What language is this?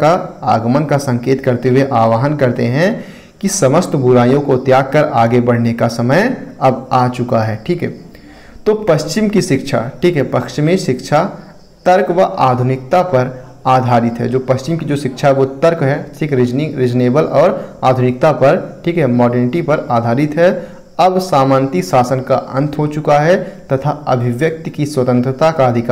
Hindi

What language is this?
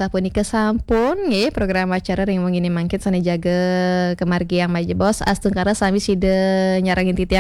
Balinese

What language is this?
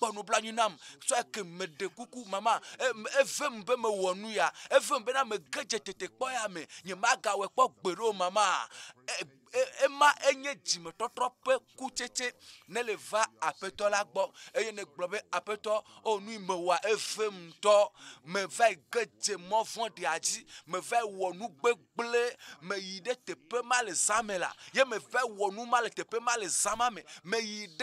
Ewe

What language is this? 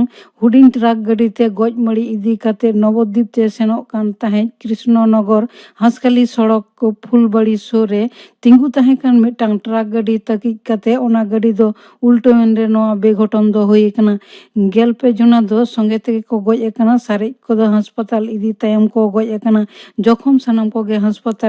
Santali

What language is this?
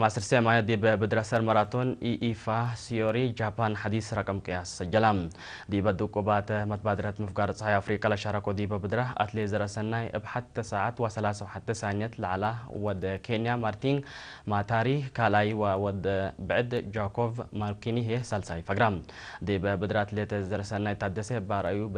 Tigre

